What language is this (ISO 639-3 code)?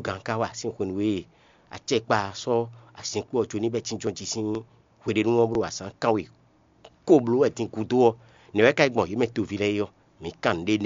fon